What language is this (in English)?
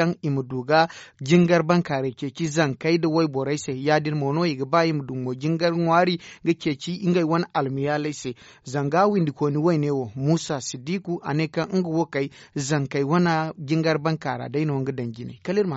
Zarma